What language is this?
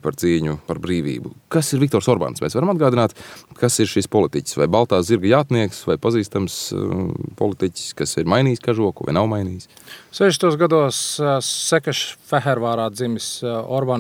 Latvian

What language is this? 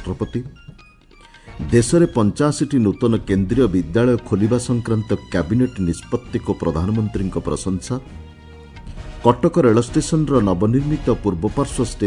Odia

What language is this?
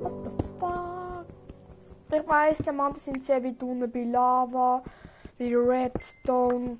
Swiss German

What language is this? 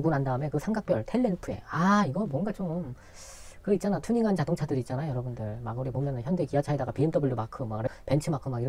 Korean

